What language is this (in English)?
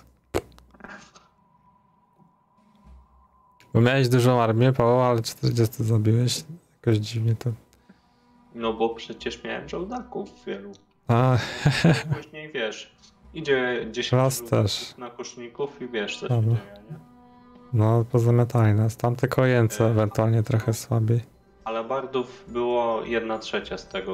Polish